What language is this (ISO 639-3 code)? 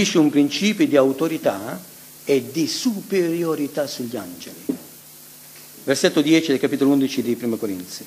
ita